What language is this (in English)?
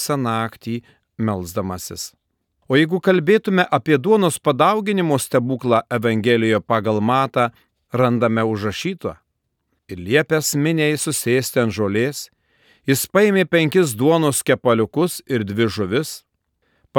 Lithuanian